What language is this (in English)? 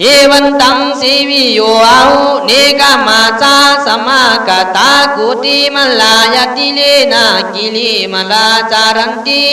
Khün